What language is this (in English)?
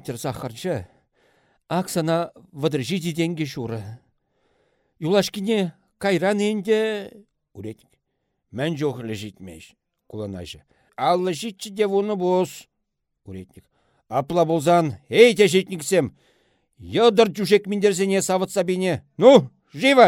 Chuvash